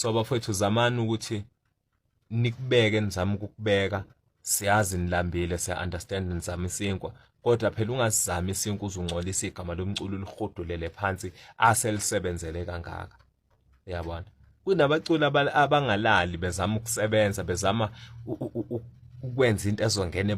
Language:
Zulu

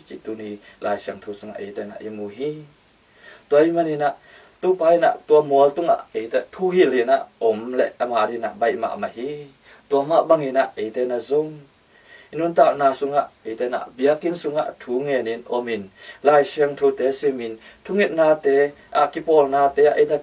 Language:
Tedim Chin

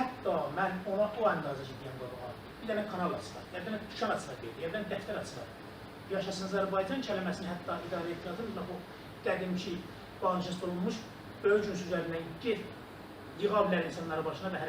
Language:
South Azerbaijani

